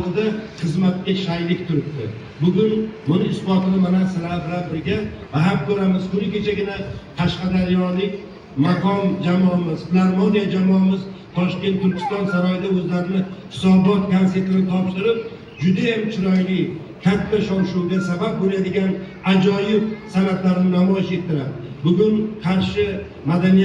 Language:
Uzbek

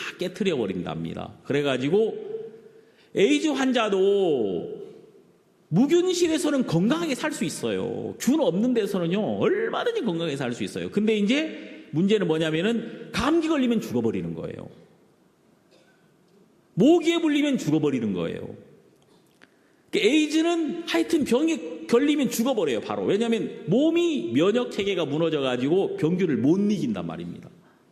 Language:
Korean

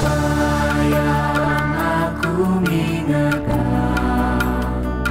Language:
Batak Karo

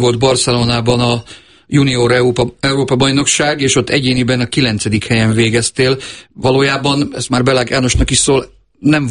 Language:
Hungarian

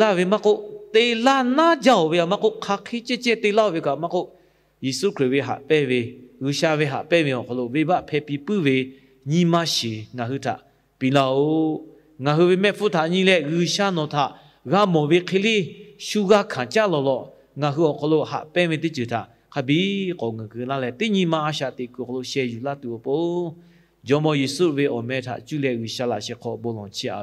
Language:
Lahu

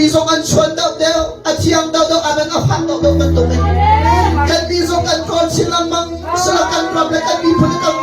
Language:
Hakha Chin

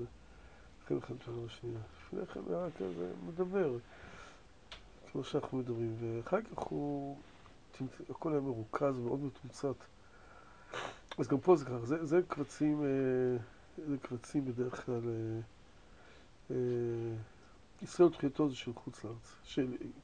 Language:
Hebrew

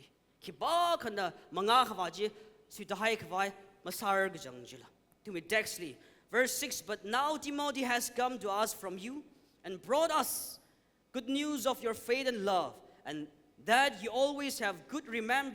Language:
Tangkhul Naga (India)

